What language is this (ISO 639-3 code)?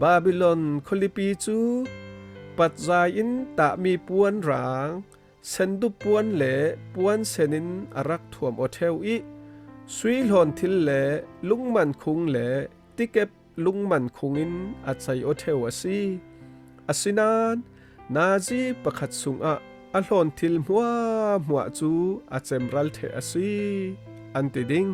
cfm